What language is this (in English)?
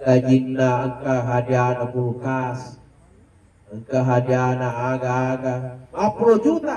Buginese